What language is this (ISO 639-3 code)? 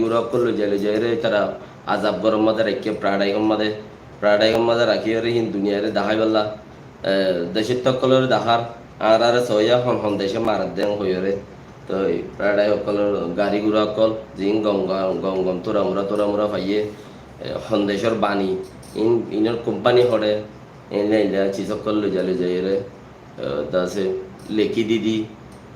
rhg